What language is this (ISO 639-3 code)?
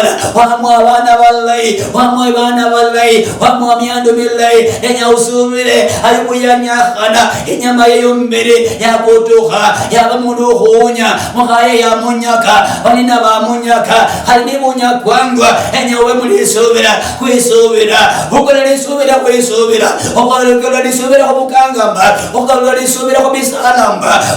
luy